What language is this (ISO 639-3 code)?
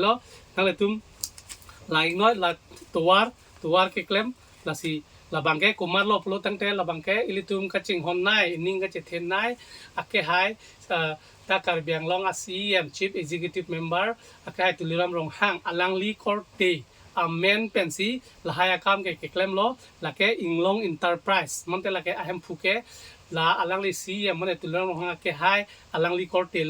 mjw